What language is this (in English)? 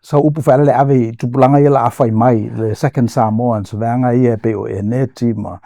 Samoan